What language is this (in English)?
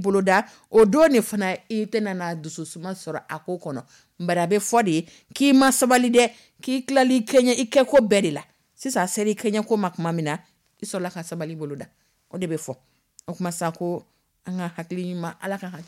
Dyula